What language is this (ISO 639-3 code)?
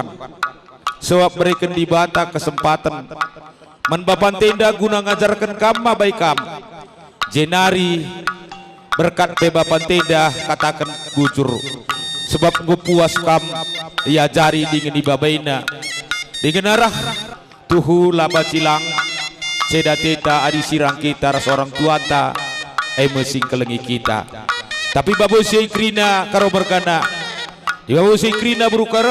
btx